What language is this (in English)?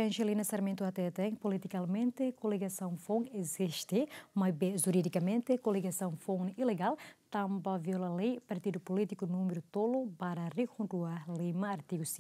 Tetum